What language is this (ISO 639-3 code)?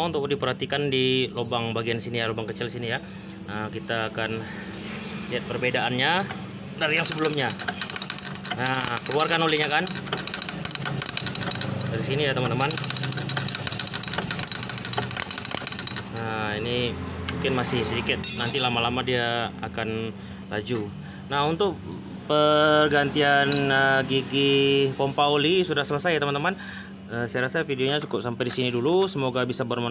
ind